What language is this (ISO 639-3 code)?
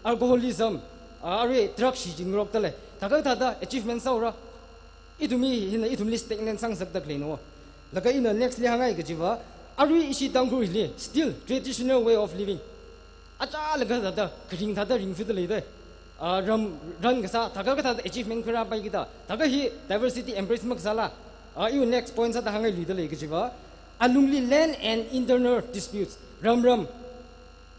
nmf